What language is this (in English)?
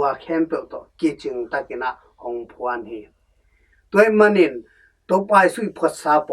Tedim Chin